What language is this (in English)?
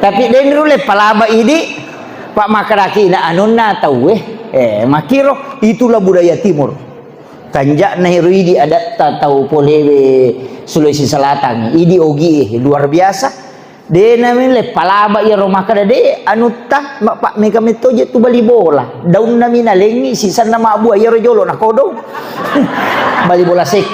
Buginese